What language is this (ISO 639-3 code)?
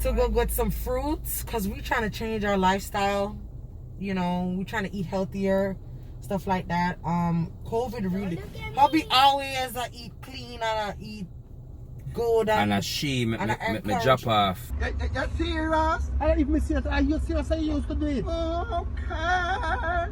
jam